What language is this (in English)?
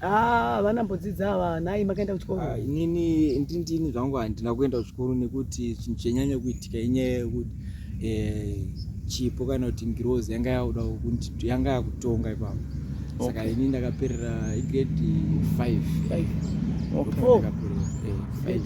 Shona